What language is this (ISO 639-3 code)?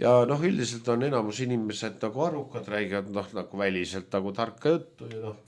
est